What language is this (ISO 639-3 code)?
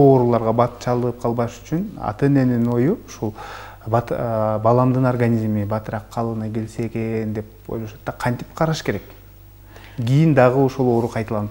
kir